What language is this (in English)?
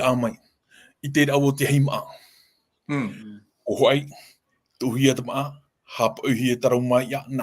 Tahitian